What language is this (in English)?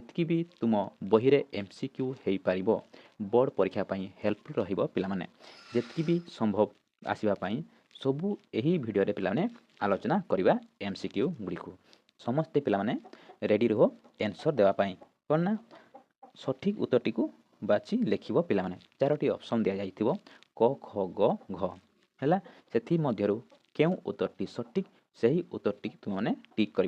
Odia